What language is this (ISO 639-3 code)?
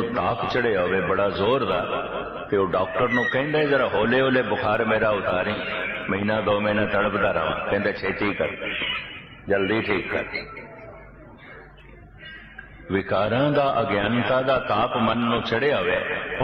pan